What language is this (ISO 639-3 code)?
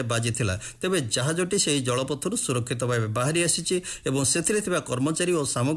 ori